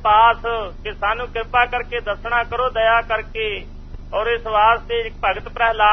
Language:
Punjabi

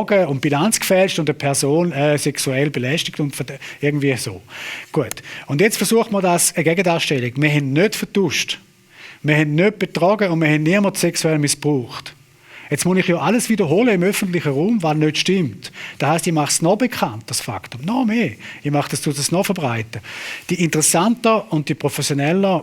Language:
Swiss German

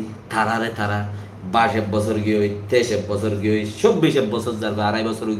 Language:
Rohingya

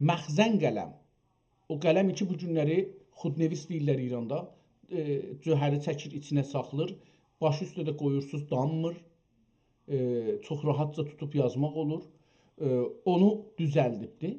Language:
South Azerbaijani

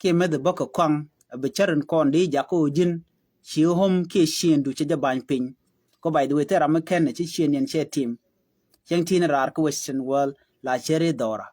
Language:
Nuer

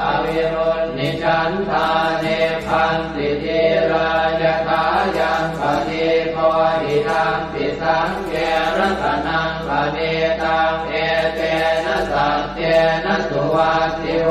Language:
Pali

